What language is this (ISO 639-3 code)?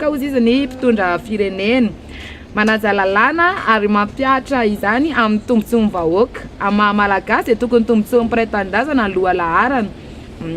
mlg